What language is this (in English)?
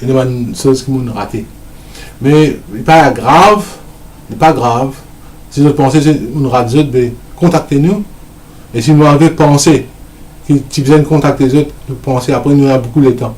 Morisyen